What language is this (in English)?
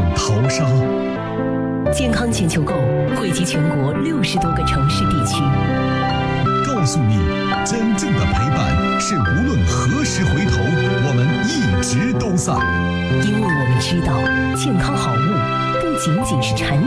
Chinese